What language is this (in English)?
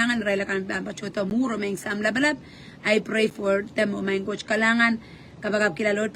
Pohnpeian